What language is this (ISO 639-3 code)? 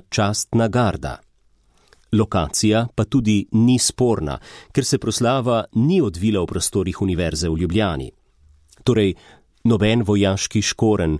slv